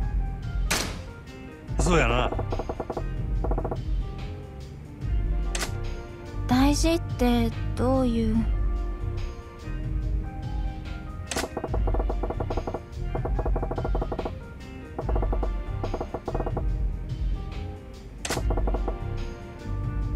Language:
Japanese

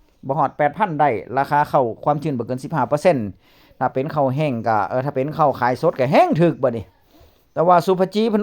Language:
Northeastern Thai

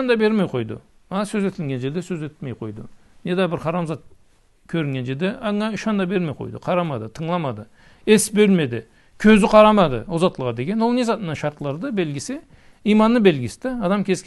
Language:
Karachay-Balkar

